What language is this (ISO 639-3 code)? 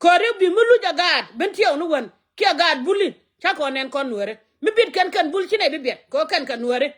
nus